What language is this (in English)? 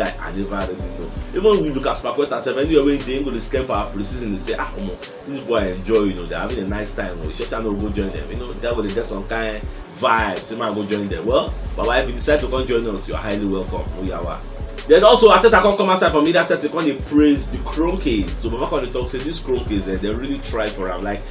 Nigerian Pidgin